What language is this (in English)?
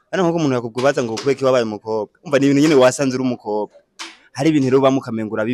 Rundi